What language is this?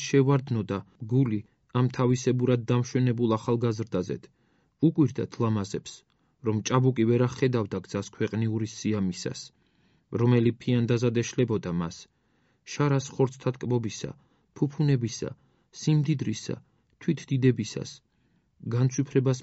Georgian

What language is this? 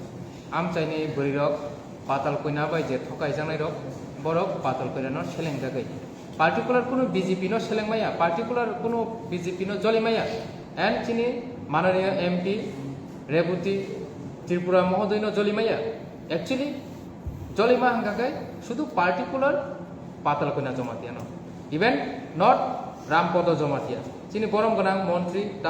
Kok Borok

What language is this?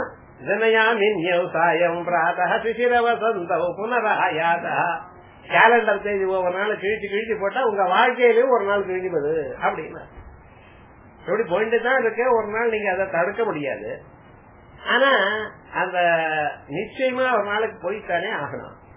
Tamil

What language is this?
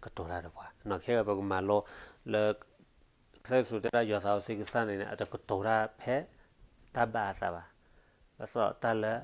S'gaw Karen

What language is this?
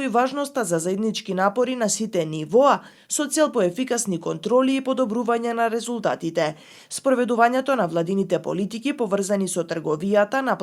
Macedonian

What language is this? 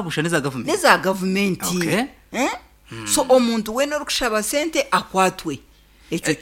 Nyankole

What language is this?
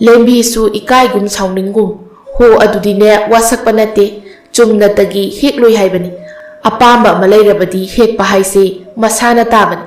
Manipuri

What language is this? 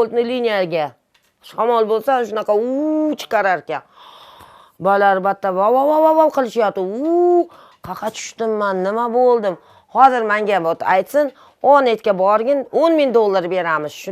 Uzbek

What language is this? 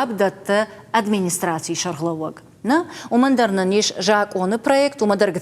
Ossetic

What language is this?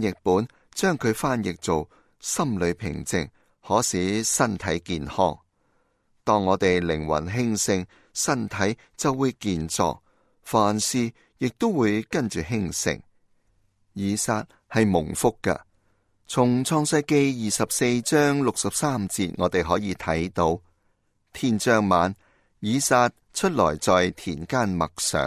Cantonese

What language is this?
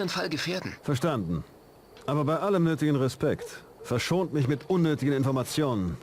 Bavarian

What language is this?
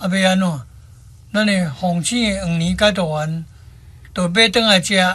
Min Nan Chinese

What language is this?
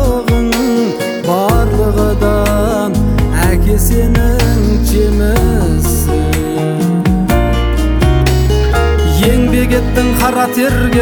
Kazakh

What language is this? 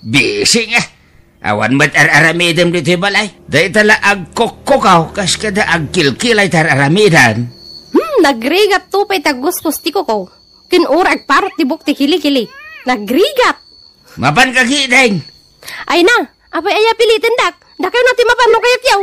Iloko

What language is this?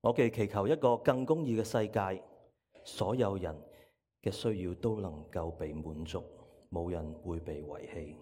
Cantonese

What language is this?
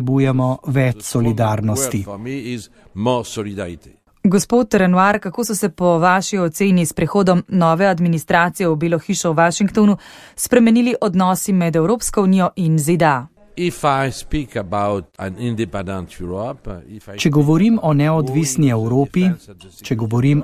Slovenian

